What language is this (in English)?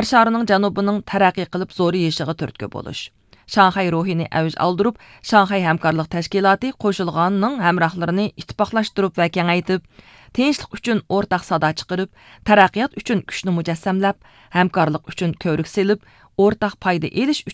Uyghur